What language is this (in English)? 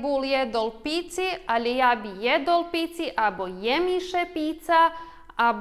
Rusyn